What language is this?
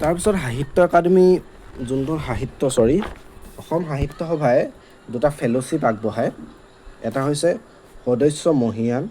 Assamese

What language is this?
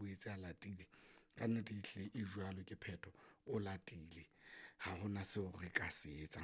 Southern Sotho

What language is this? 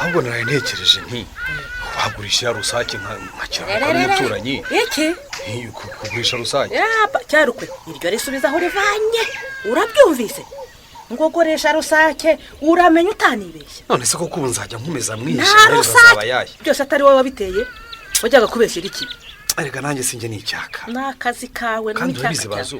Kinyarwanda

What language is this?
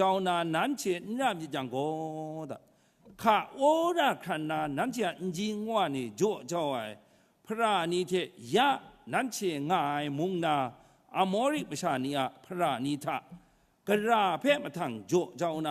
Kachin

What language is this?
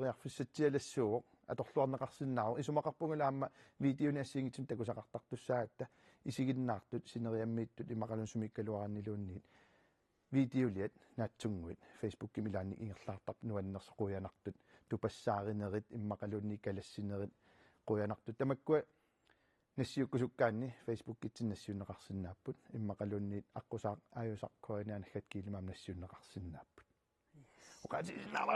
Kalaallisut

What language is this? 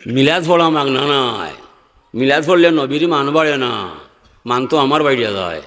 Sylheti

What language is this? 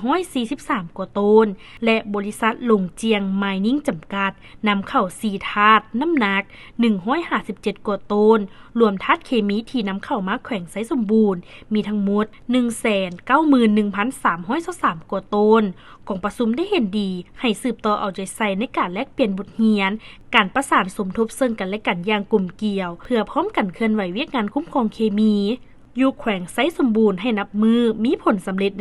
Lao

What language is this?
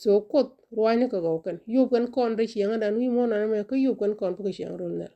Nuer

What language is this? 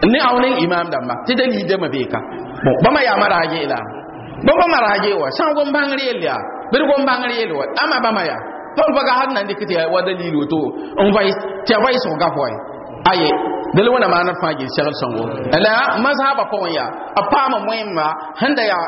Mossi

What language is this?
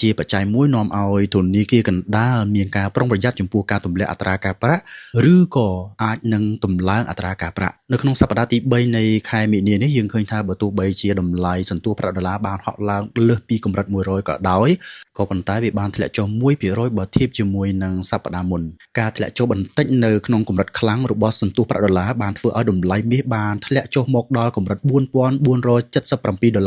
Khmer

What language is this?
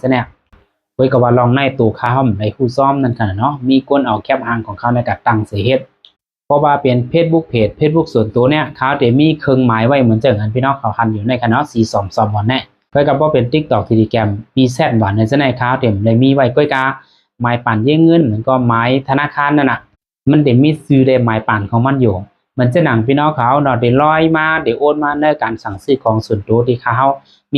Shan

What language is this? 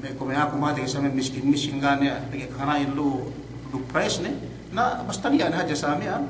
Yakan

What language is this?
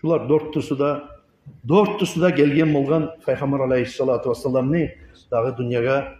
Kumyk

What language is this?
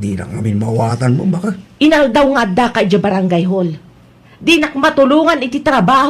Iloko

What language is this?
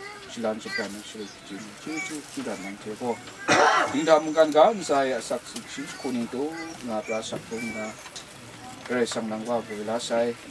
Kachin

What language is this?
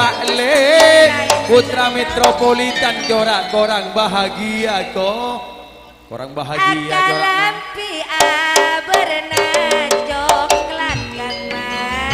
Madurese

